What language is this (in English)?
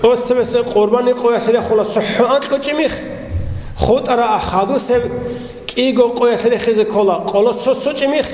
Avaric